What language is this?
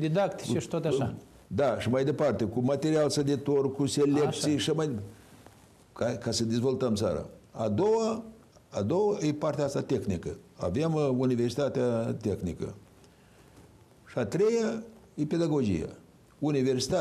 Romanian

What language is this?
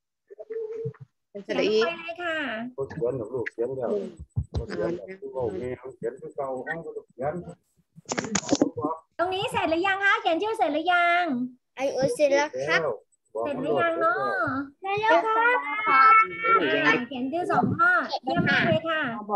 Thai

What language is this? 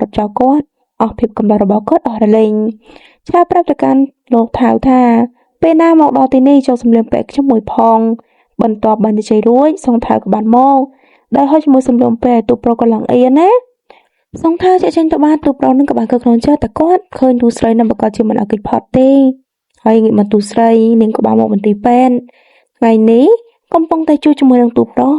Khmer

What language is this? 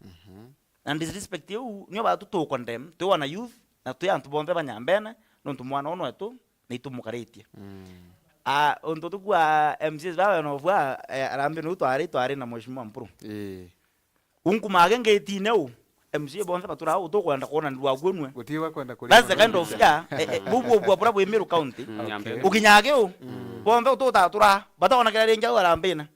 Meru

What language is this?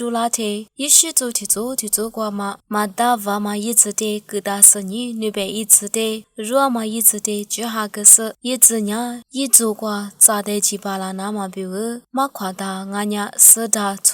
Lisu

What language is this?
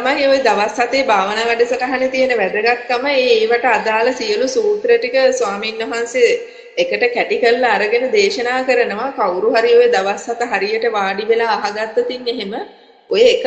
Sinhala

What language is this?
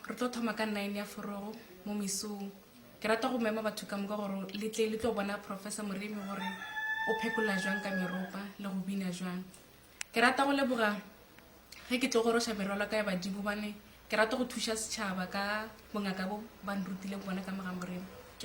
Northern Sotho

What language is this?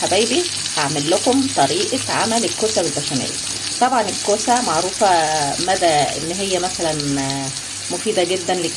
Egyptian Arabic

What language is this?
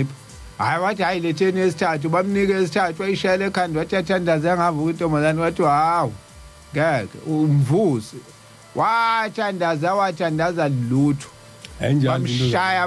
Zulu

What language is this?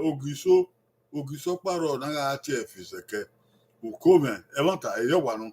Bini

